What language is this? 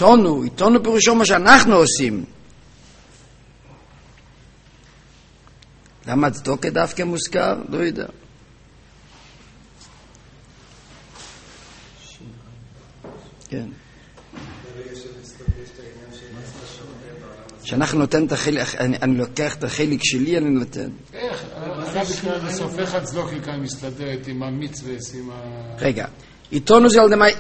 Hebrew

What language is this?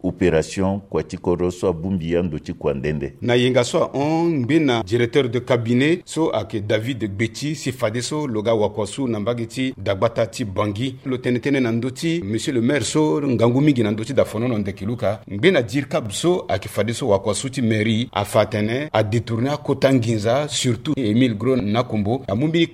Sango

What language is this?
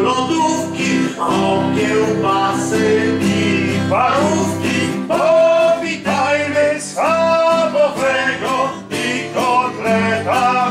Polish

